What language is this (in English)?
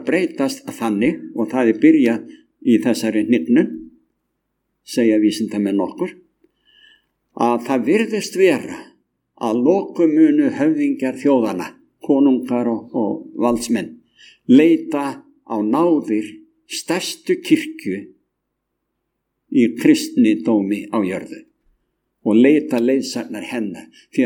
Icelandic